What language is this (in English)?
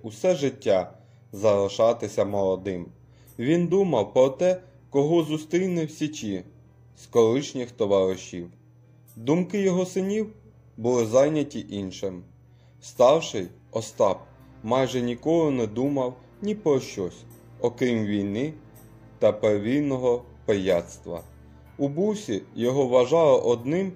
Ukrainian